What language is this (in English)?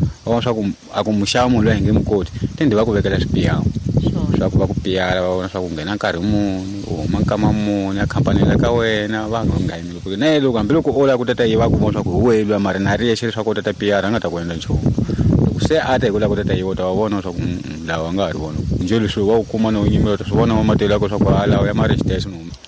Tsonga